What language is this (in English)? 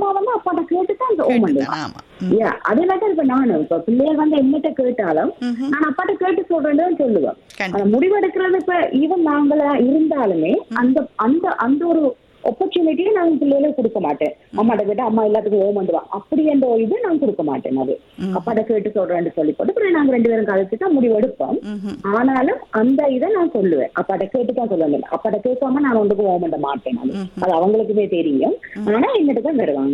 Tamil